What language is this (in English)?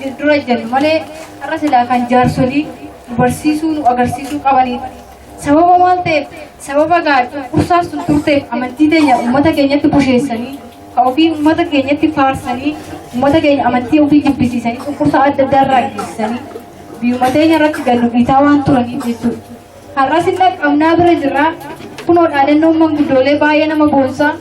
Oromo